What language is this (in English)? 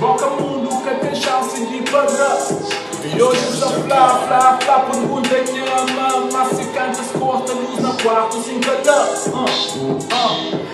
Kabuverdianu